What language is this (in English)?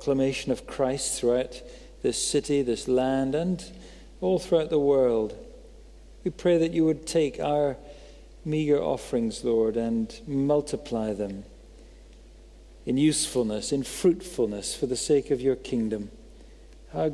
English